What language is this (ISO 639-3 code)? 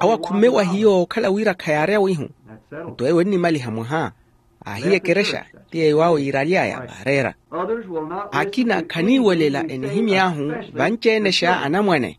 vmw